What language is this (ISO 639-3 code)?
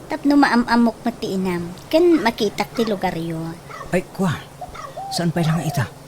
ilo